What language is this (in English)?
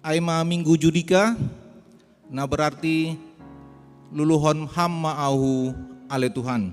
Batak Simalungun